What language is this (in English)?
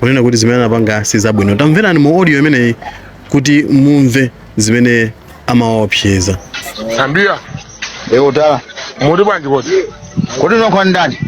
Nyanja